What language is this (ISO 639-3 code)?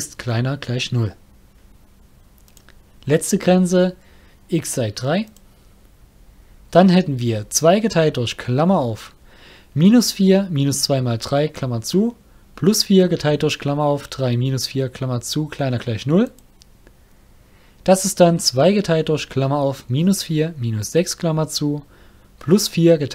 deu